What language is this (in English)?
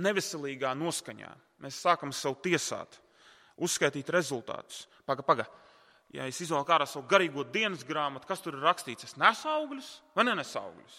Latvian